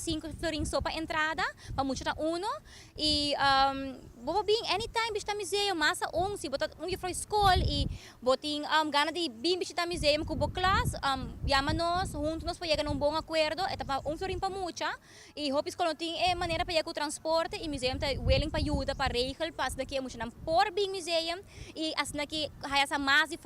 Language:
Papiamento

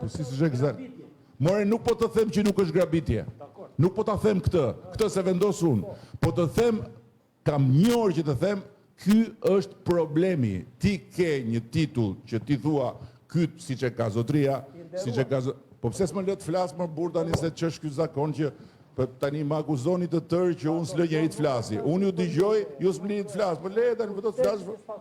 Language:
Albanian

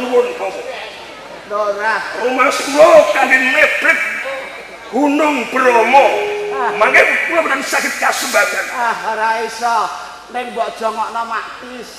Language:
Javanese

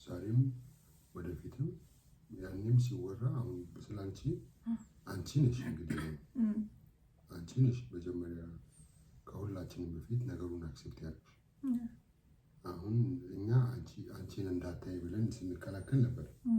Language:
Amharic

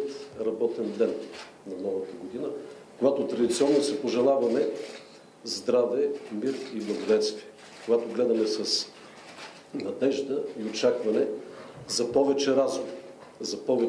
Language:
Bulgarian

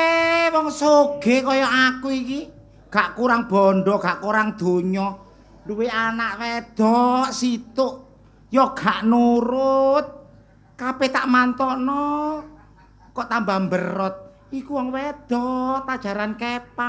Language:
Javanese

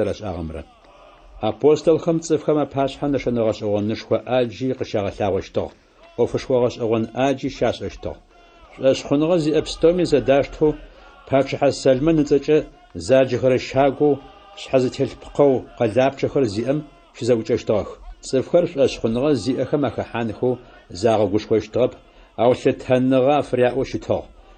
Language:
Adyghe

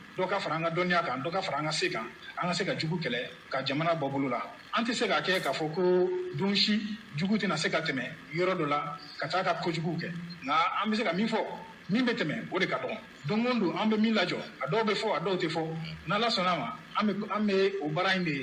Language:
Bambara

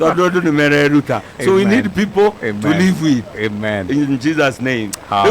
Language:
Kikuyu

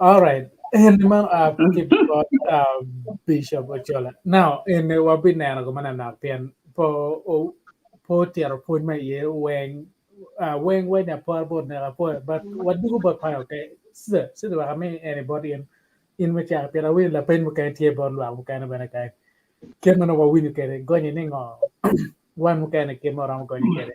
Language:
Acoli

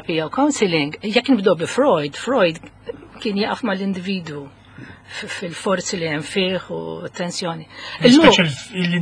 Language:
Maltese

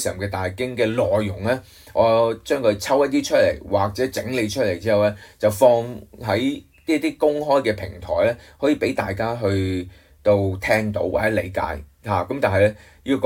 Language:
Cantonese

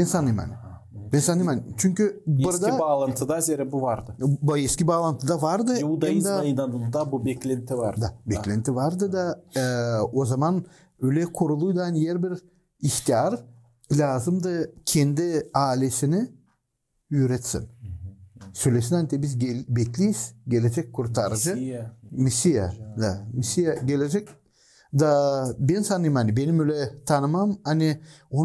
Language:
Gagauz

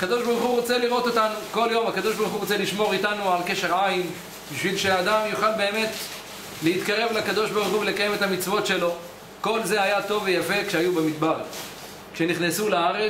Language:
Hebrew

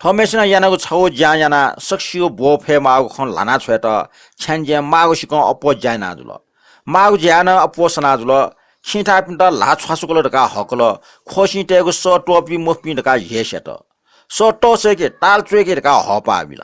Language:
Newari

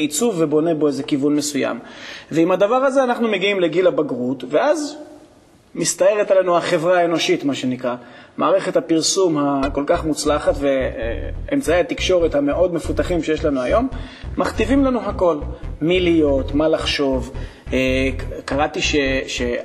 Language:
Hebrew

